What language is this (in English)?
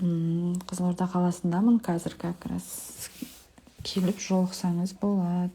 Kazakh